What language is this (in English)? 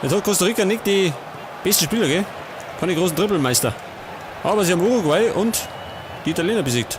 Bavarian